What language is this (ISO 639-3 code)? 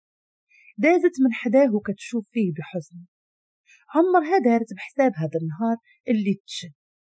ary